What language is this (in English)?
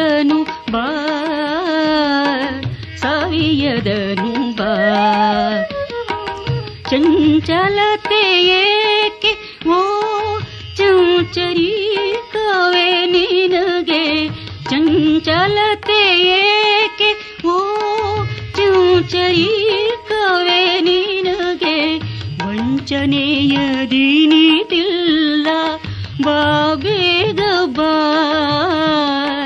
Kannada